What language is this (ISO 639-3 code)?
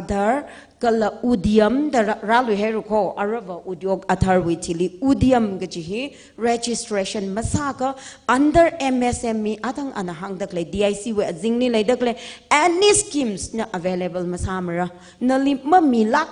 nmf